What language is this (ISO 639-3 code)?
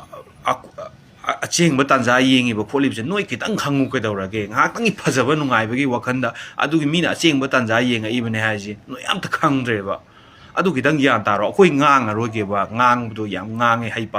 mni